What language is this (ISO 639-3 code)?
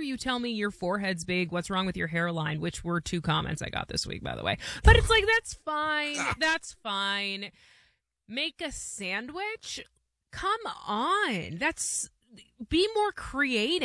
eng